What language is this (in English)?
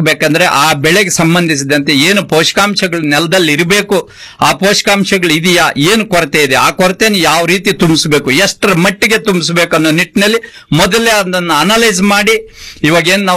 Kannada